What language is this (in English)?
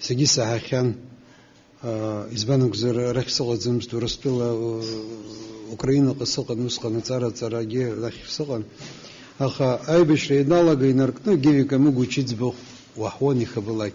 Abkhazian